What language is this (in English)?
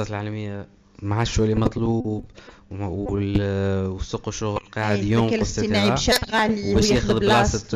Tunisian Arabic